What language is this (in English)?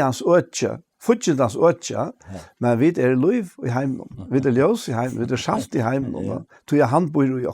Faroese